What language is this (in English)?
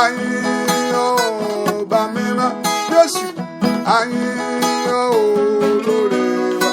Yoruba